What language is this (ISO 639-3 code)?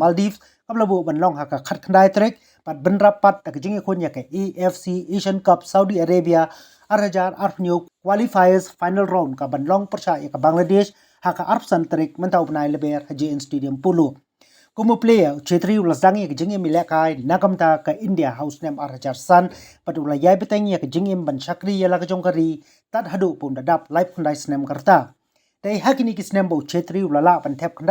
kha